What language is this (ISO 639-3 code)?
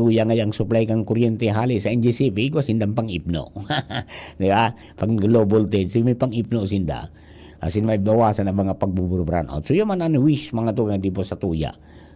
bik